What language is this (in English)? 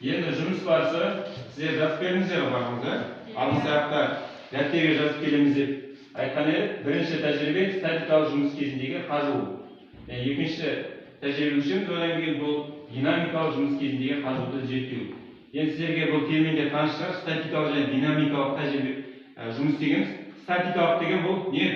Kazakh